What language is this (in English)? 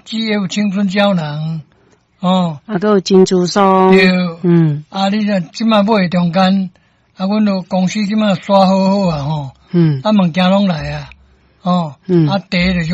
Min Nan Chinese